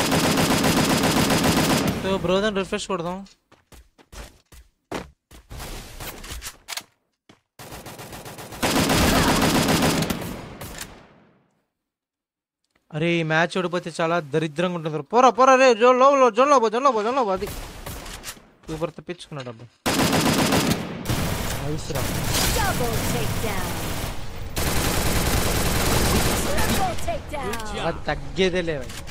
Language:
Telugu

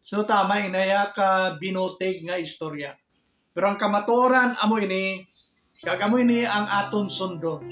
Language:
Hiligaynon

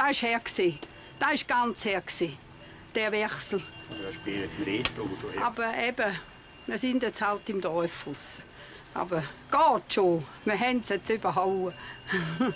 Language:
Swiss German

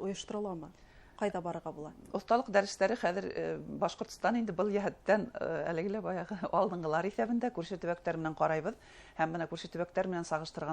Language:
Bashkir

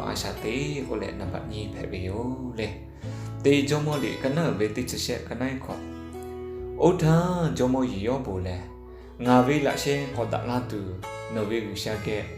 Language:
Lahu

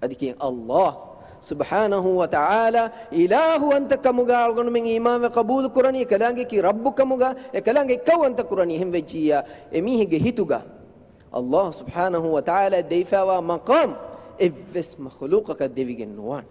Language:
Divehi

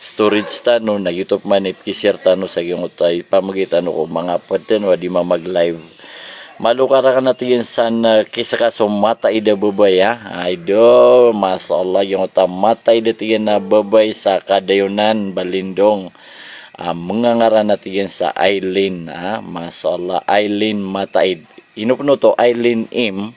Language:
Maranao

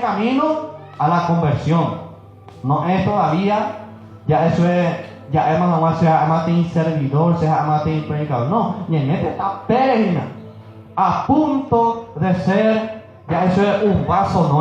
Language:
Guarani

